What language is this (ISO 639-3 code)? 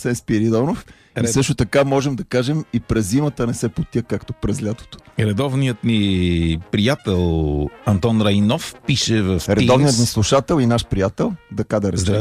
bul